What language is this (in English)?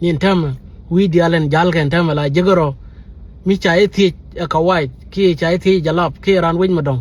Nuer